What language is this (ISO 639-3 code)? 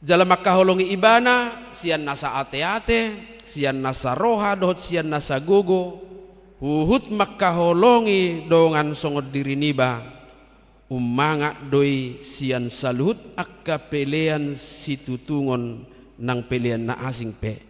bbc